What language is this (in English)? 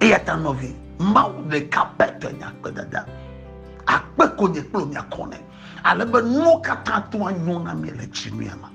Ewe